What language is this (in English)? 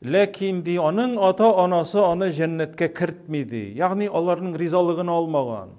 Tatar